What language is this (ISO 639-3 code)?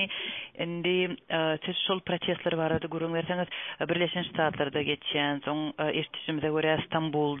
tuk